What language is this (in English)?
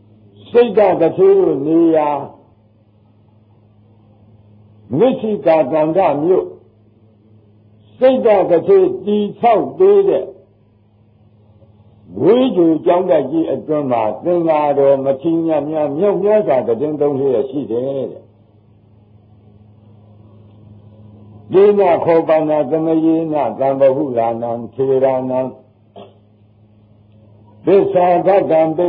Burmese